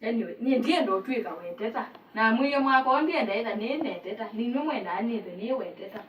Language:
Kamba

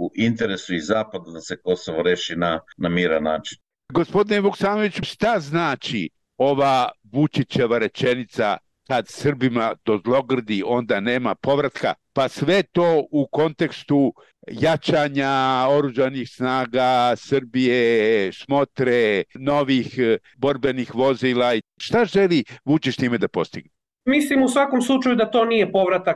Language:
Serbian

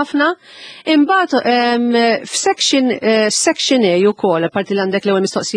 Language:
Maltese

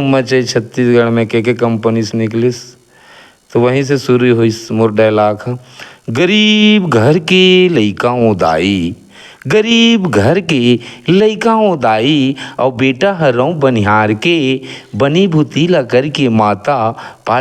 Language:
Chhattisgarhi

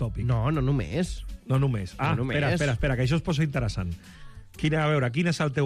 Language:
Catalan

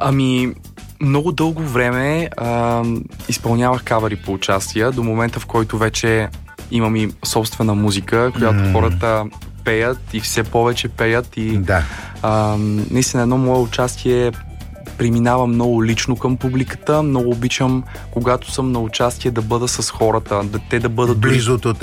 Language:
Bulgarian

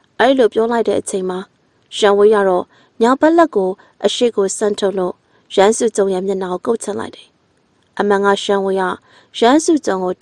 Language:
Burmese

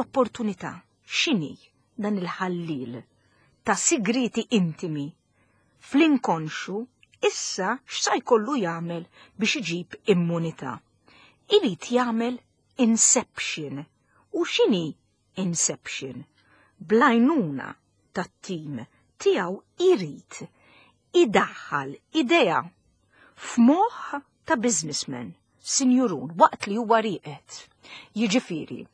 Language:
Maltese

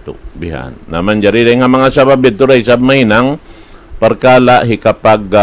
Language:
Tausug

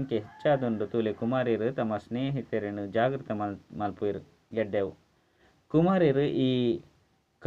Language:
Tulu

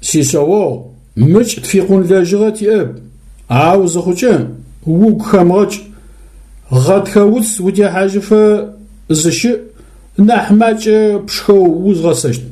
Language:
Adyghe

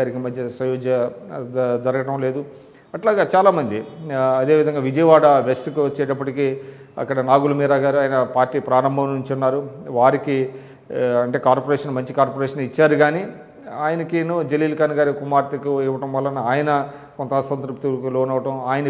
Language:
Telugu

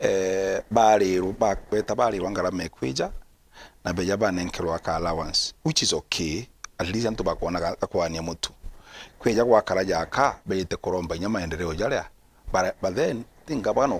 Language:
Meru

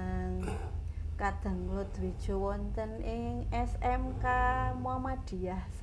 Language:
Javanese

